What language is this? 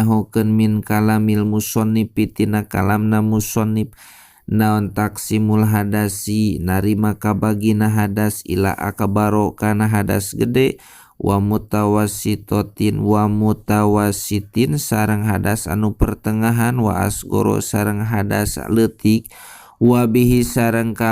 Sundanese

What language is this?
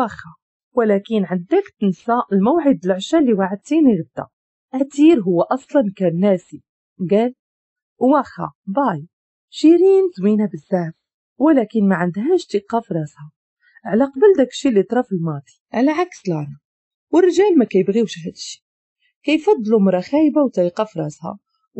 Moroccan Arabic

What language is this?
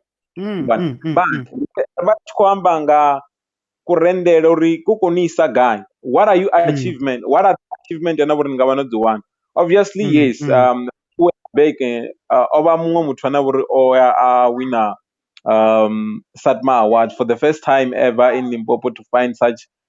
Venda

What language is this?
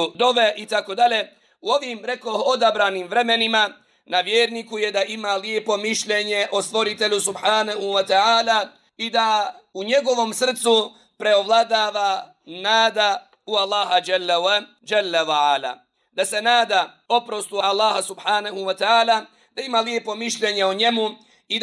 Bosnian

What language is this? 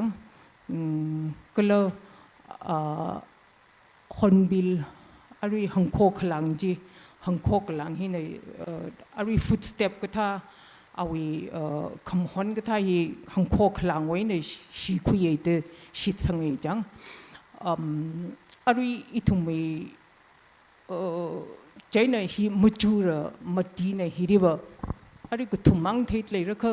Tangkhul Naga (India)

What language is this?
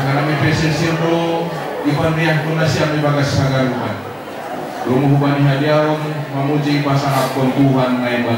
Batak Simalungun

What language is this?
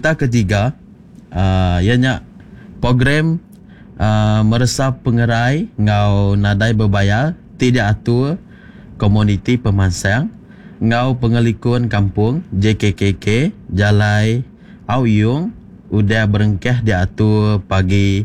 Iban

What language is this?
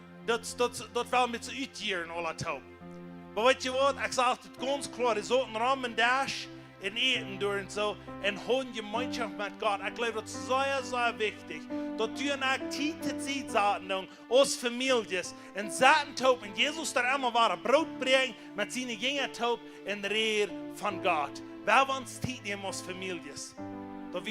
Plautdietsch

